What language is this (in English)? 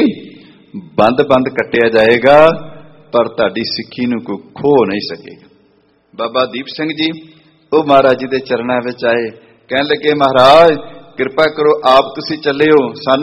Punjabi